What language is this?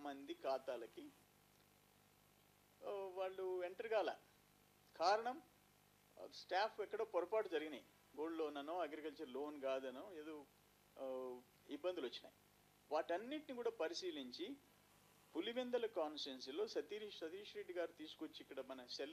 Telugu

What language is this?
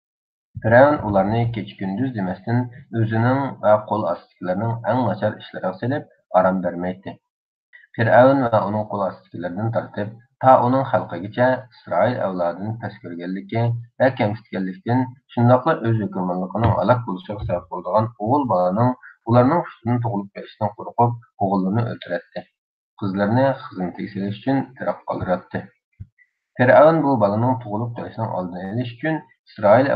Uyghur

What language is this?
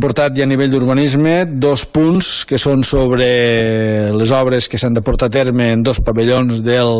Catalan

